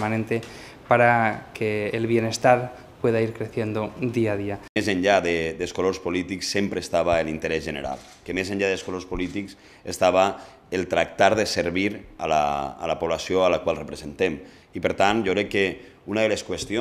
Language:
Catalan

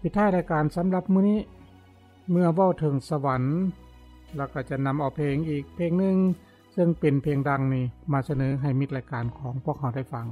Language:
Lao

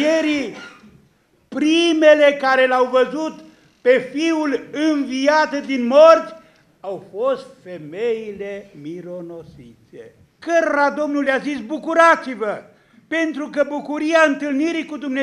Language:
Romanian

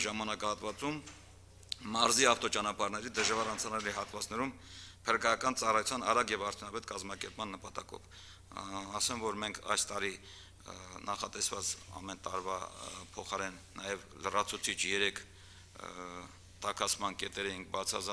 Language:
Armenian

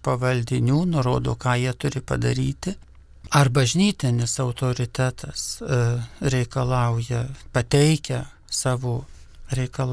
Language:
Lithuanian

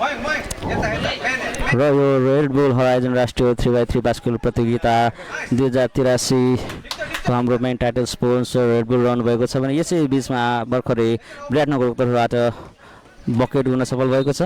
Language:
Nepali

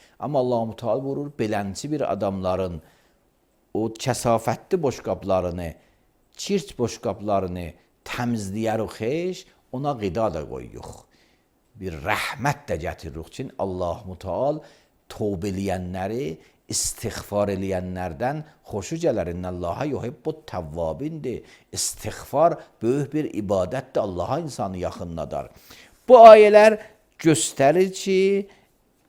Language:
Azerbaijani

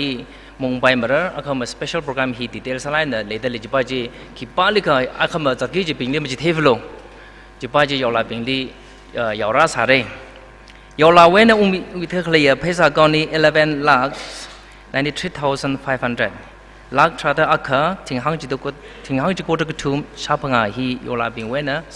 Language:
Tangkhul Naga (India)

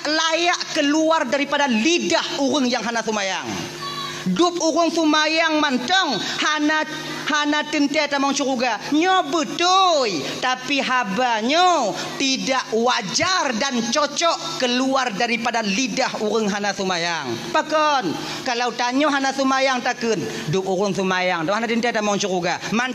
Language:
Achinese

